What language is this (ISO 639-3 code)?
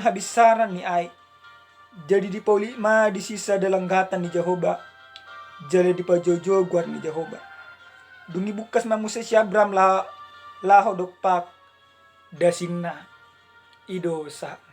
bbc